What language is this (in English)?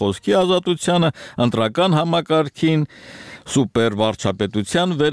Armenian